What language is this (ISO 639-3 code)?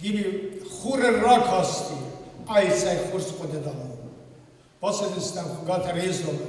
oss